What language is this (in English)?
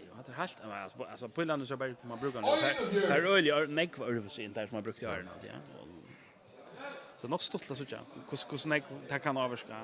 Faroese